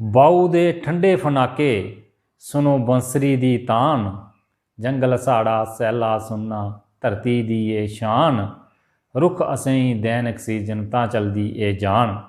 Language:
Dogri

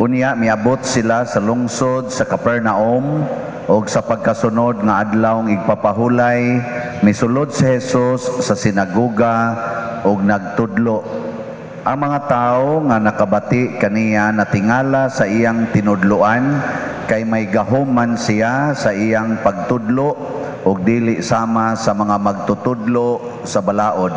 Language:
Cebuano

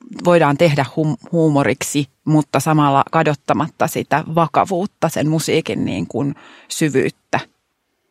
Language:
Finnish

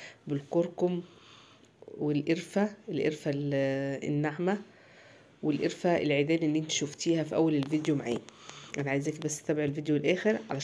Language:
Egyptian Arabic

